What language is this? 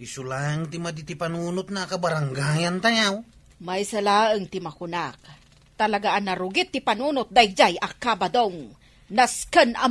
Iloko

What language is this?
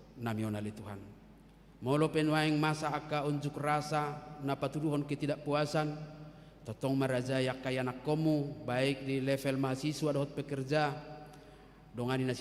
Batak Toba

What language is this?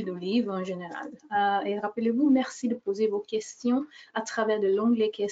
French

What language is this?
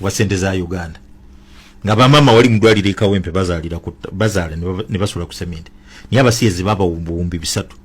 Ganda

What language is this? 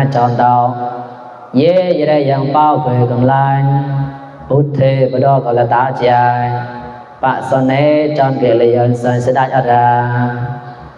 Mon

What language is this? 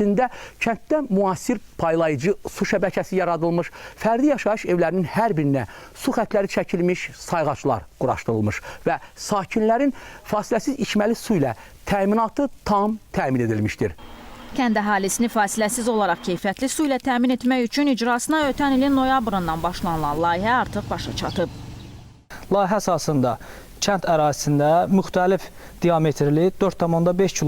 Azerbaijani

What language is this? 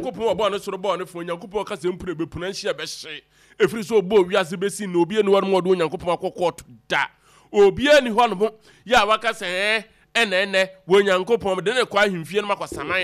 Akan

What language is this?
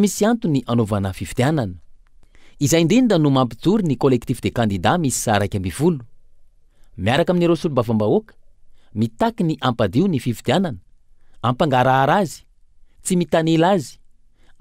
Malagasy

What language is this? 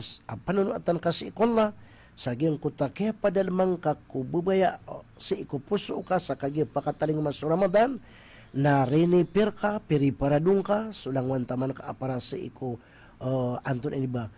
Maranao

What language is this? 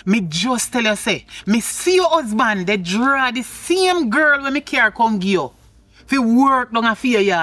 Jamaican Creole English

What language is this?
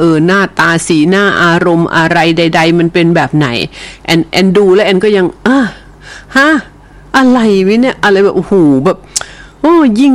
Thai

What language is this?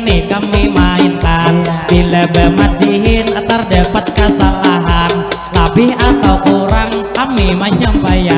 Banjar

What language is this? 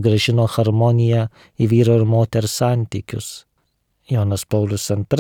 Lithuanian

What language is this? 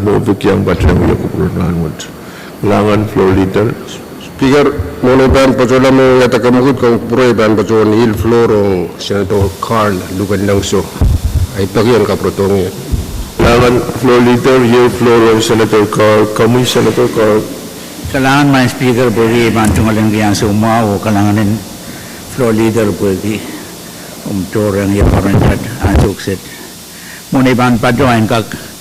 Pohnpeian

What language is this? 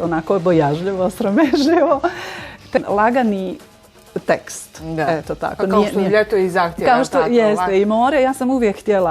Bosnian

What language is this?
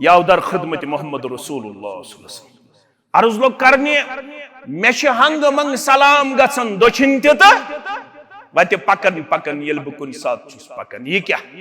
Kashmiri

